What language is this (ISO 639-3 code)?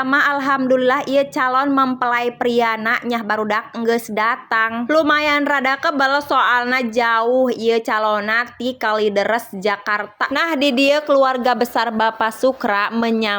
sun